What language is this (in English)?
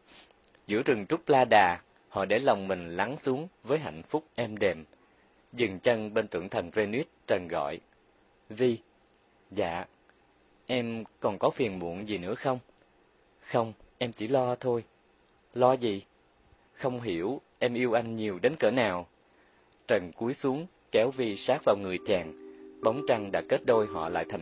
Vietnamese